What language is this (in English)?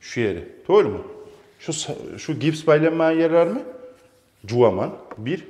Kumyk